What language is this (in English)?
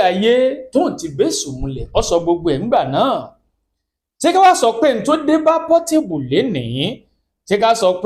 Yoruba